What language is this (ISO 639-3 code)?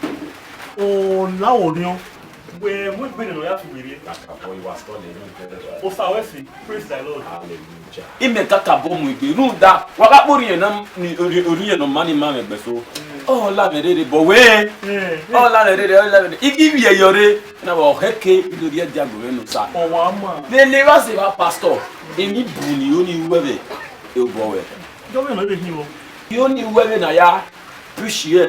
bin